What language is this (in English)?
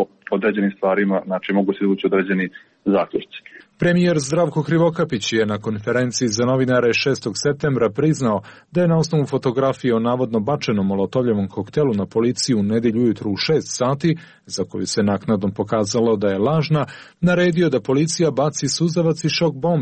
Serbian